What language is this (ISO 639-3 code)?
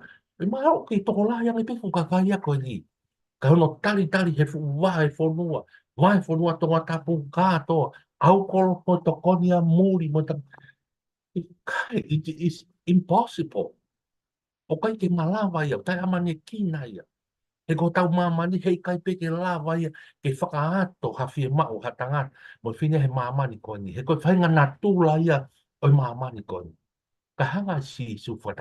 ton